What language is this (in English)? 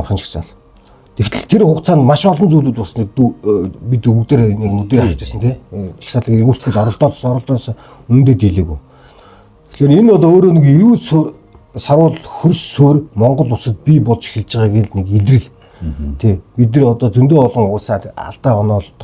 Mongolian